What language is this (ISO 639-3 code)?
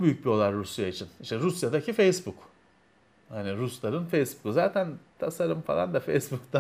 tur